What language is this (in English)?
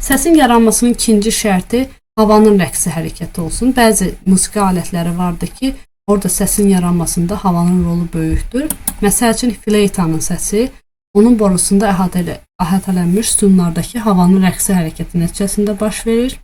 Azerbaijani